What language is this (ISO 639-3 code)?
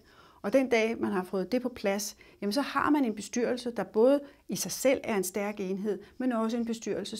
dan